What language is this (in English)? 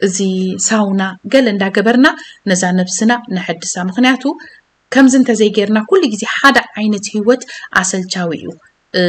Tigrinya